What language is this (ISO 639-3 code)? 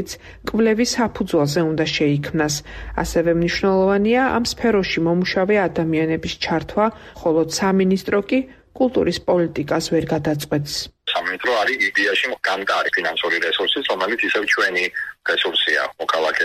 kat